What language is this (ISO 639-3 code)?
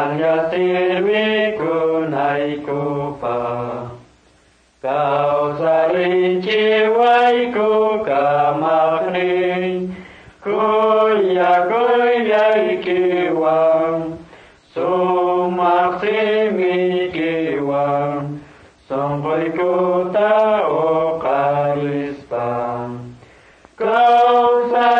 que